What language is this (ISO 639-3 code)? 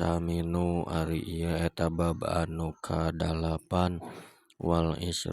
sun